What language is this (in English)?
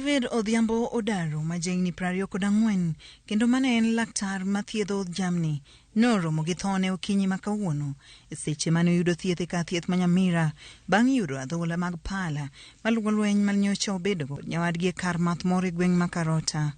Luo (Kenya and Tanzania)